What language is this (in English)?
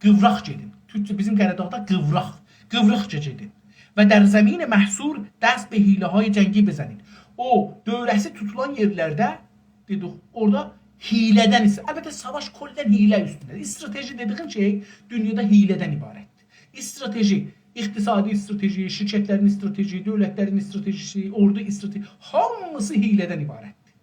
South Azerbaijani